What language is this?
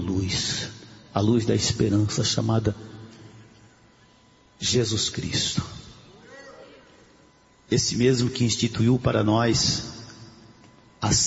Portuguese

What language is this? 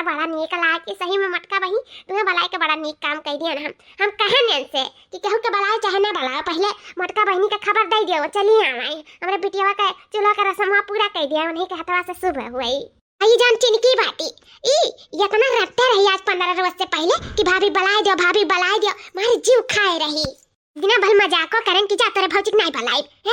Awadhi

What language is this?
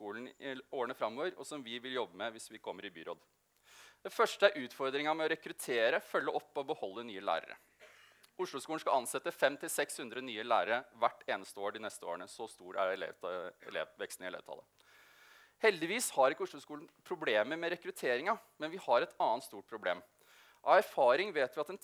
Norwegian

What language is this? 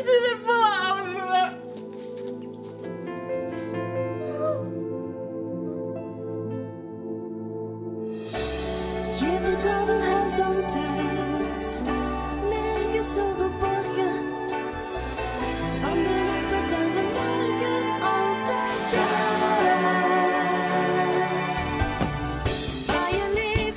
Dutch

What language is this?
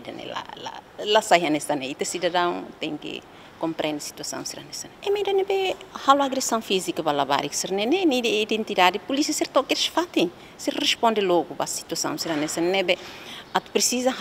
Tetum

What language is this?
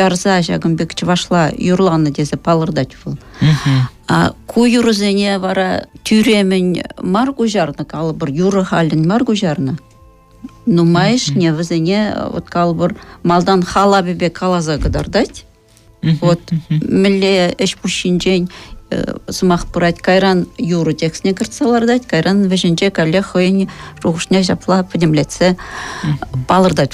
Chuvash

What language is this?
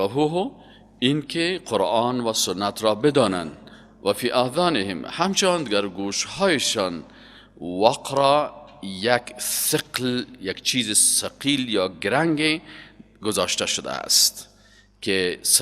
Persian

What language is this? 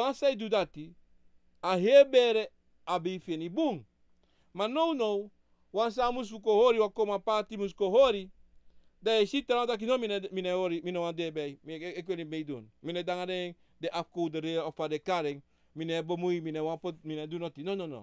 Sranan Tongo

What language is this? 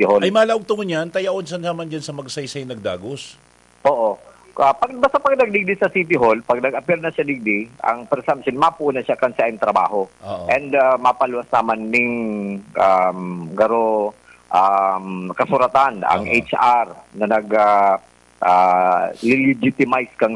Bikol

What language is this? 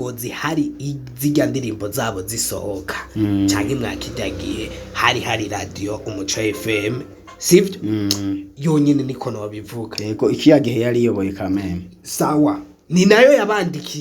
Rundi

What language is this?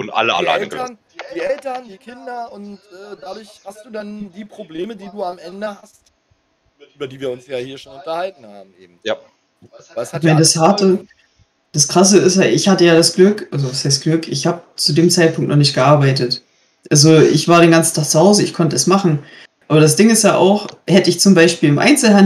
German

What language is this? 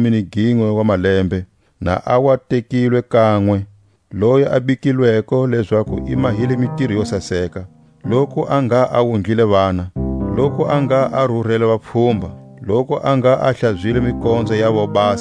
Tswa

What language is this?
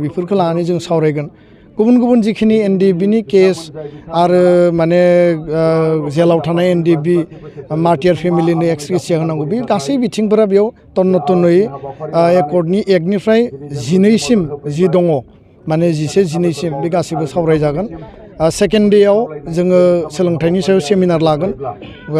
Bodo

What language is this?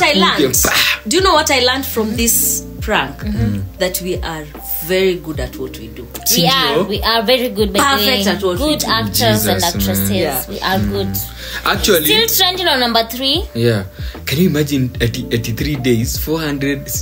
Swahili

